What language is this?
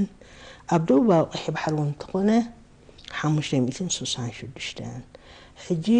Tigrinya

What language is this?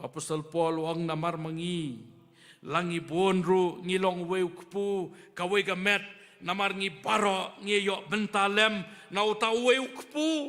Khasi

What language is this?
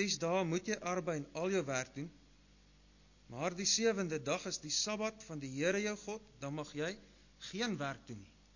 Afrikaans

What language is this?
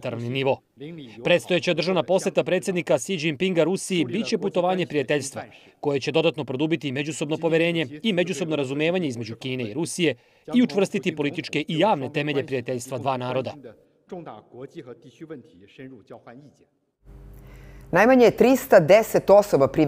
Serbian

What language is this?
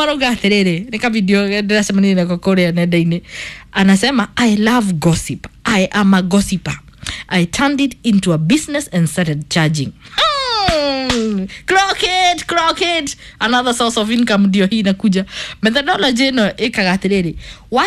Kikuyu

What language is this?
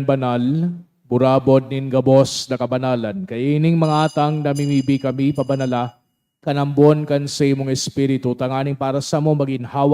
Bikol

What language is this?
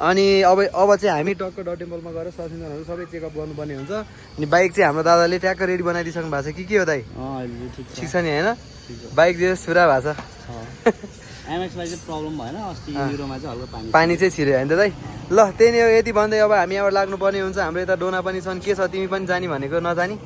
Nepali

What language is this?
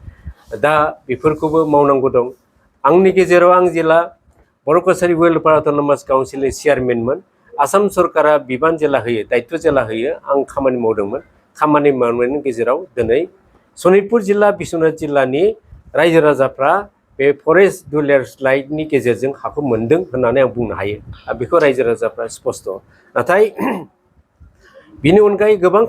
Bodo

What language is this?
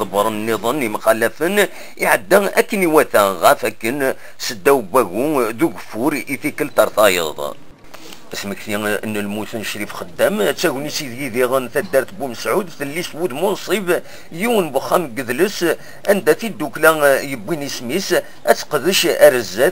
Kabyle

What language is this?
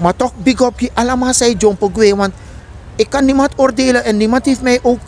Sranan Tongo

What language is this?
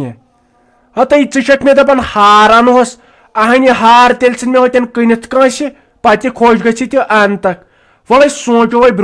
Kashmiri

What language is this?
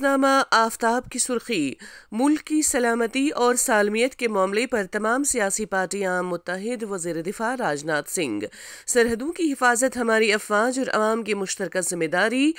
Urdu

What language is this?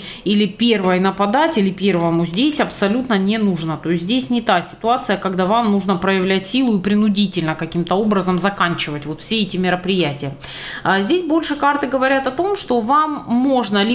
Russian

